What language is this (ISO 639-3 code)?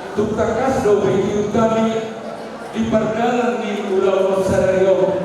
bbc